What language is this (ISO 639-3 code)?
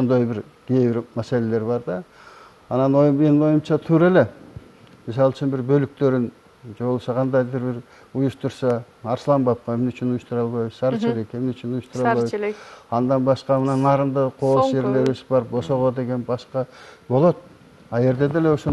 kir